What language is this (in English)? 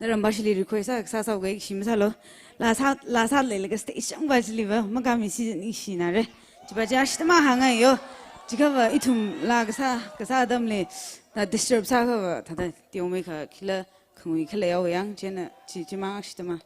Tangkhul Naga (India)